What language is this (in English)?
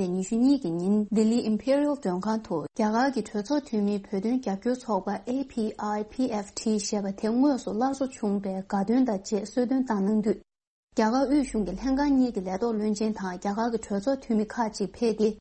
Tibetan